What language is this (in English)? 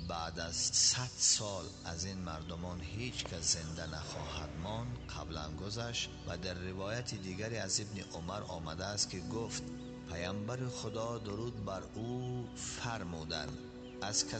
Tajik